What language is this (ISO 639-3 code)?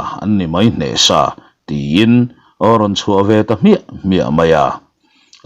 lus